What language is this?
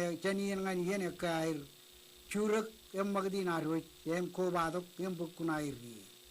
Marshallese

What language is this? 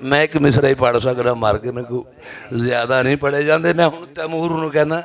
Western Panjabi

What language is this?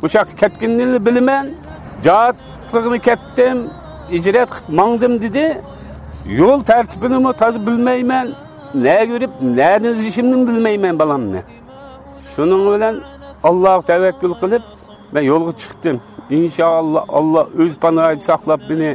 Uyghur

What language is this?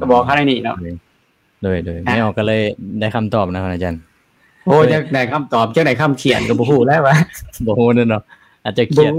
Lao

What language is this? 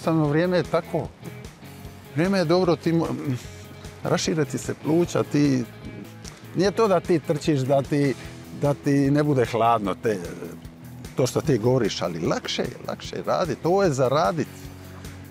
Croatian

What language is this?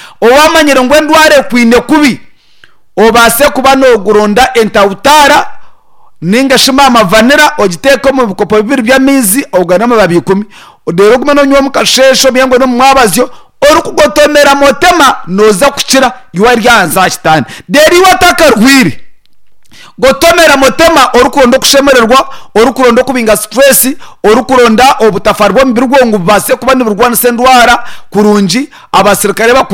Nyankole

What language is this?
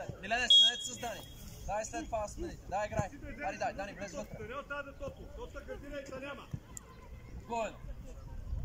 Bulgarian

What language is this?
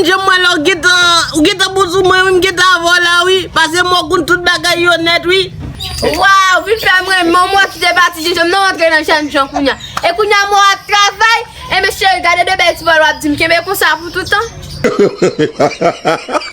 Haitian Creole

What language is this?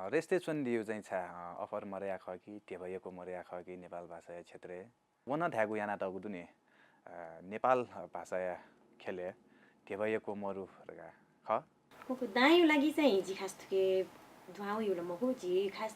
Newari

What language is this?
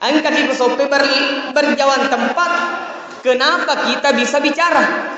Buginese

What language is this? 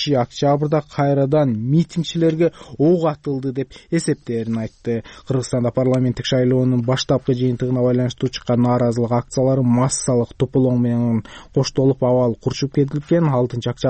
Kyrgyz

